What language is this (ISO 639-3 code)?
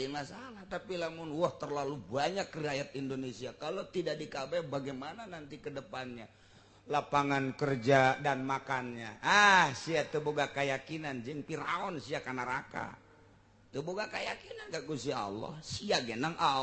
sun